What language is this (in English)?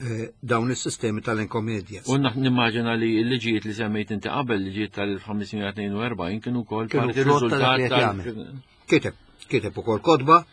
Maltese